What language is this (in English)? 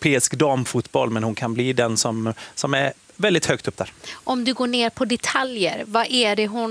Swedish